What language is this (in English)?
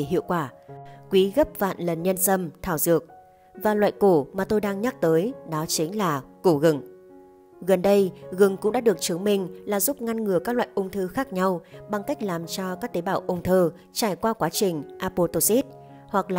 Vietnamese